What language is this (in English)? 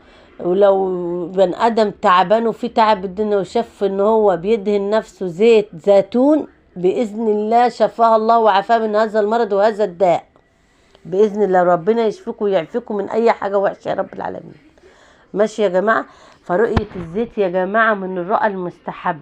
Egyptian Arabic